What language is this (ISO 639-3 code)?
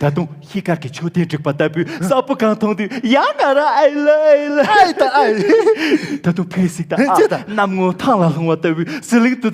bod